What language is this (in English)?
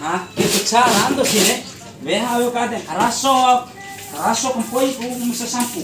Bima